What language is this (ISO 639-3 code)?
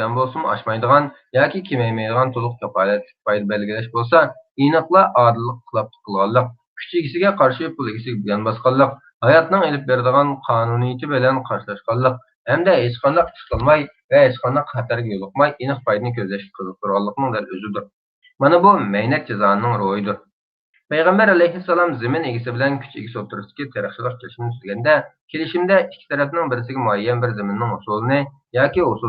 uig